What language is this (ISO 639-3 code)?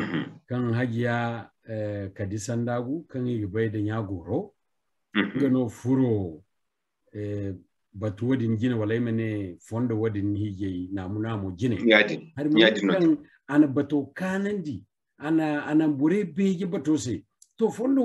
dje